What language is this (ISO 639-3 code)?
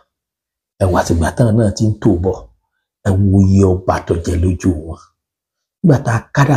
yor